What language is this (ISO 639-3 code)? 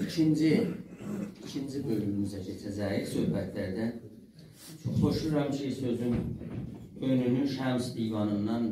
azb